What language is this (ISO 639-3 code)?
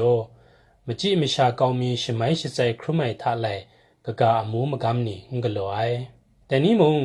kac